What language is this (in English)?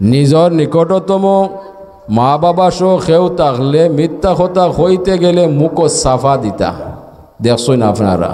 Sylheti